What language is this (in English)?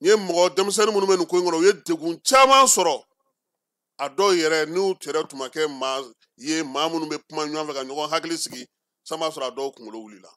Bambara